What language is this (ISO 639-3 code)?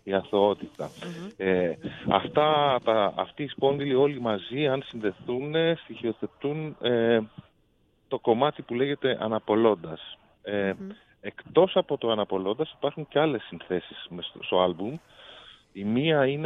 ell